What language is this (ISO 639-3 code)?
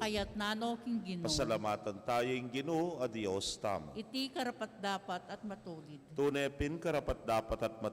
pam